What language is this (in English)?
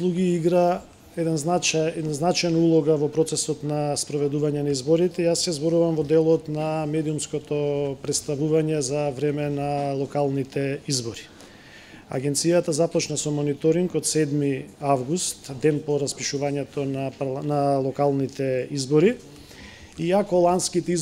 Macedonian